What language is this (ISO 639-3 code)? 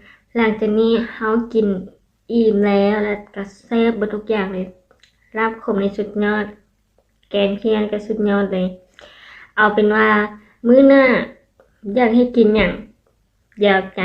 lao